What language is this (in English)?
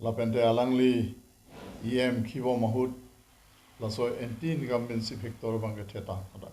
Karbi